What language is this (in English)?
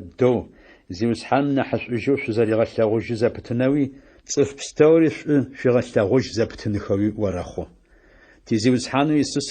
Adyghe